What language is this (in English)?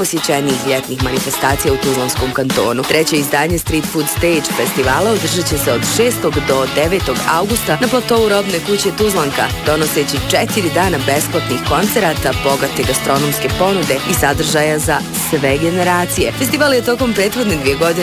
Bosnian